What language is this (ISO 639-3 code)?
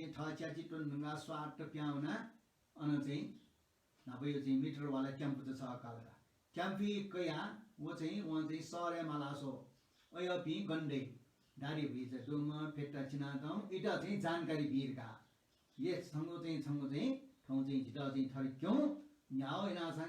new